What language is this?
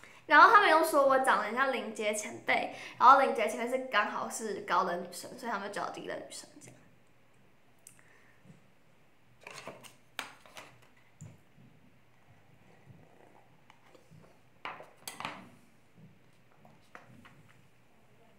Chinese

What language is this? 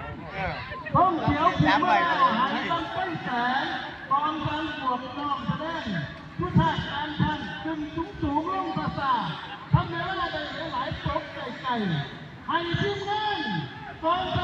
Lao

